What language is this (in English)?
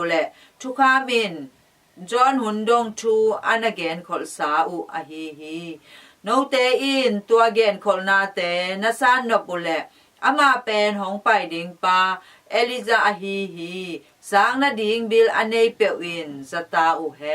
Tedim Chin